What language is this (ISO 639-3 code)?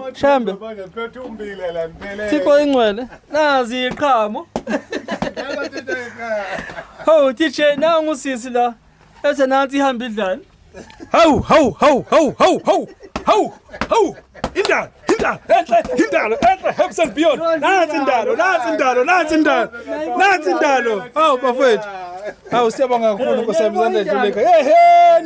zul